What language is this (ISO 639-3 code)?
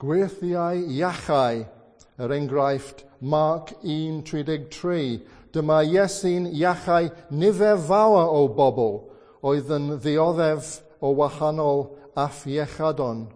cym